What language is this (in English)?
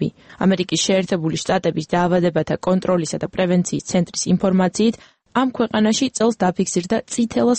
Georgian